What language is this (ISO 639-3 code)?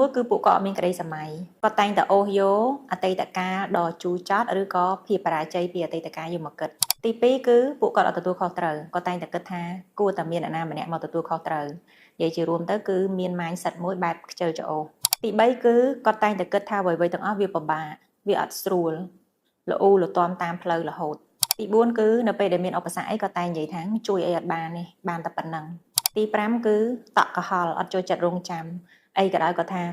khm